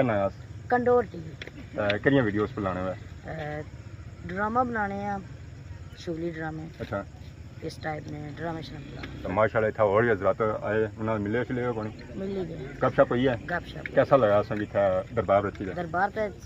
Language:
Pahari-Potwari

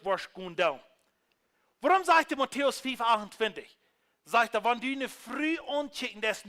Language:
Plautdietsch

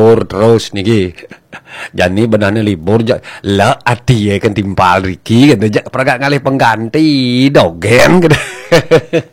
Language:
Balinese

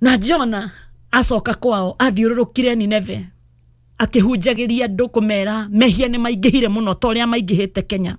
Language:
Kikuyu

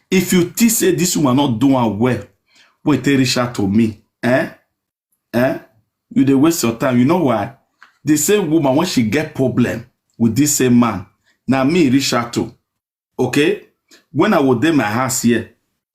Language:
Nigerian Pidgin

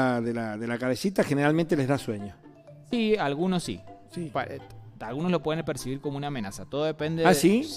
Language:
Spanish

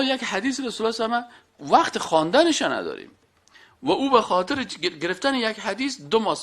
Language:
Persian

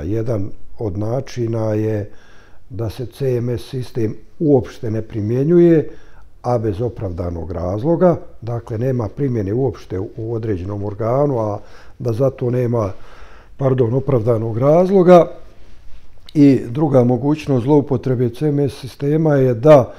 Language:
Bosnian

